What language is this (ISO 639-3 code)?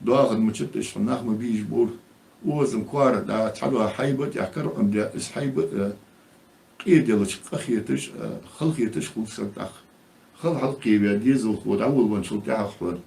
inh